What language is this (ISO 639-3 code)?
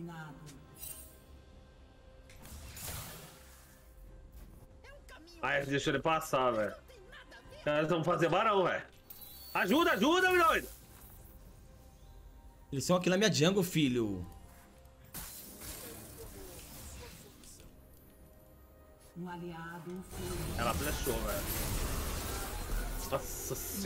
por